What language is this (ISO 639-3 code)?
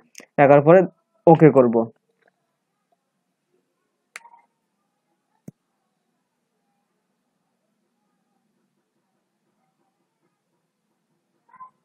ben